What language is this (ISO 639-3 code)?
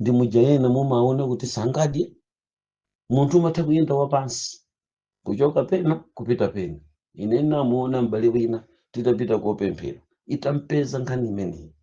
nya